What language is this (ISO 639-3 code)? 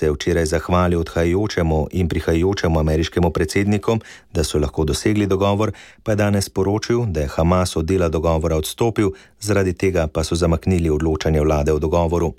slv